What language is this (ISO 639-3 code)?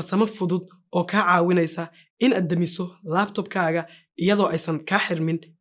som